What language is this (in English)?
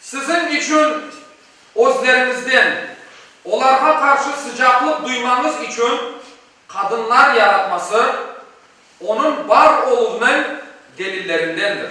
Crimean Tatar